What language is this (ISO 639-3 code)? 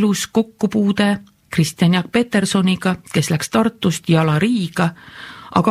est